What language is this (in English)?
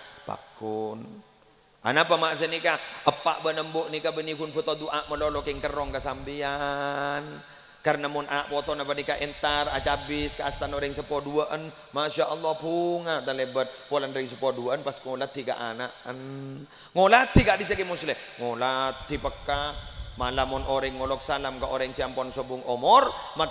Madurese